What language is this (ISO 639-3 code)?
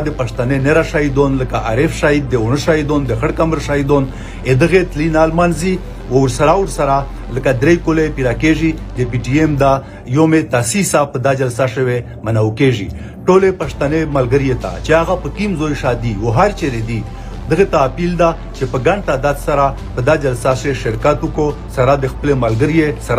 pus